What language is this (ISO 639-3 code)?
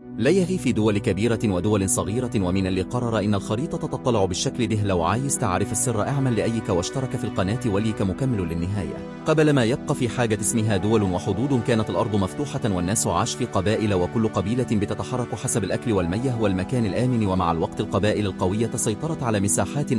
arz